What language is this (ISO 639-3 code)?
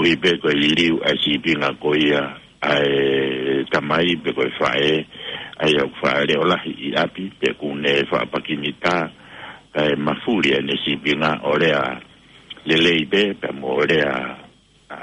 ton